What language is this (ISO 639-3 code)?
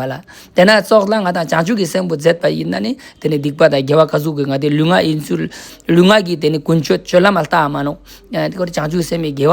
lbj